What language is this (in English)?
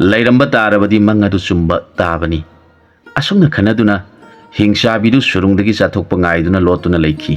Manipuri